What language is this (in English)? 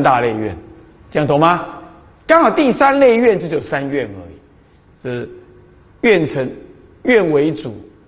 Chinese